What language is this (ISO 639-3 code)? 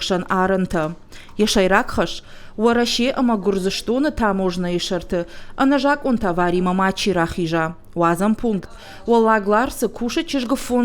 oss